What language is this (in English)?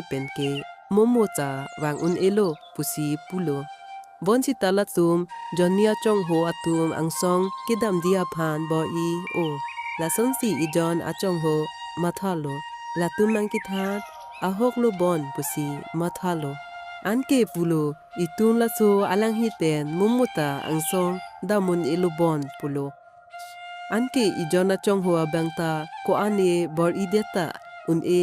Karbi